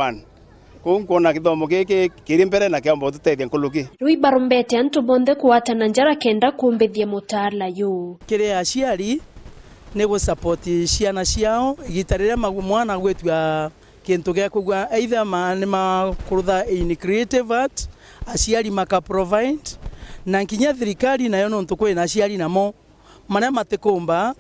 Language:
Meru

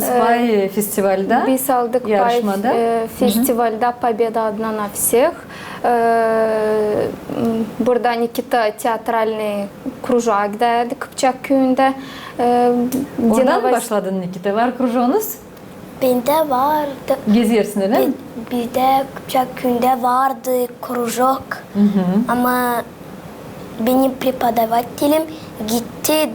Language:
Gagauz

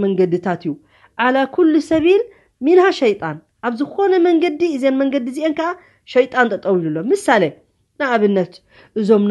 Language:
Tigrinya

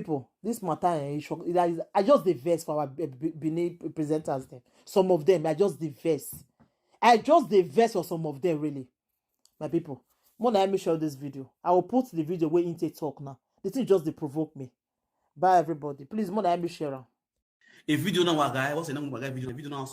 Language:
Nigerian Pidgin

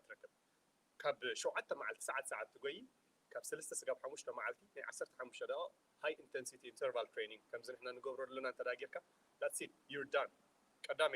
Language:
Tigrinya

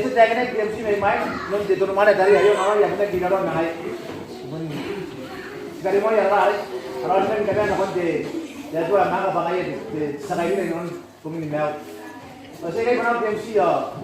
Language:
Gilbertese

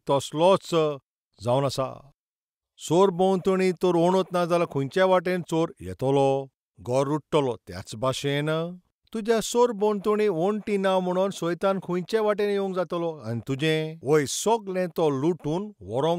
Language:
Konkani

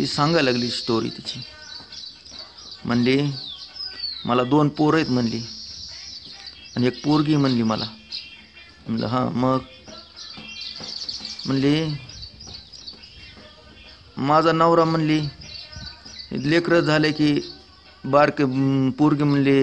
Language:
Marathi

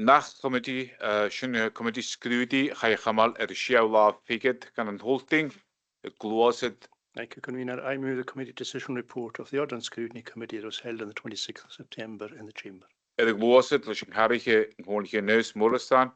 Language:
Scottish Gaelic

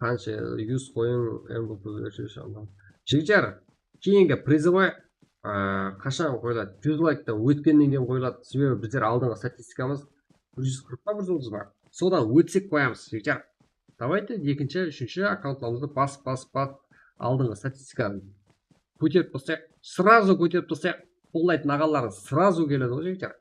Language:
Kara-Kalpak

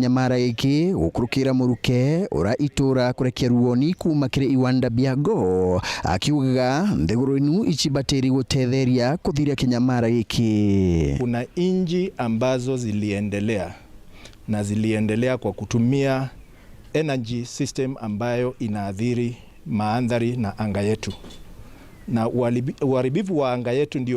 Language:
Meru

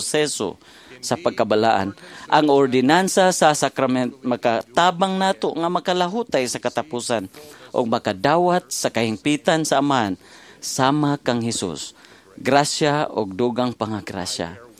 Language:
Cebuano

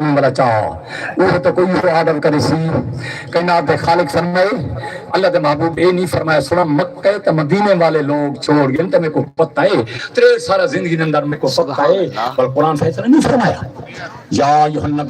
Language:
Saraiki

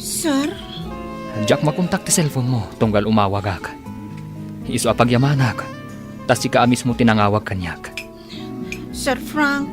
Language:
Iloko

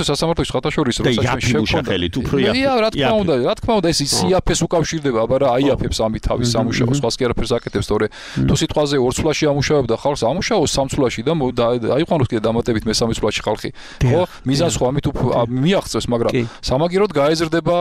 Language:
Georgian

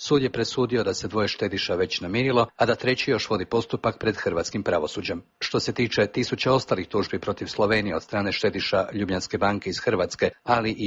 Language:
Croatian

